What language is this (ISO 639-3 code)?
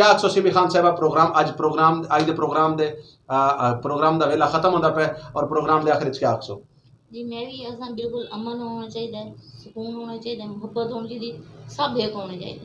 skr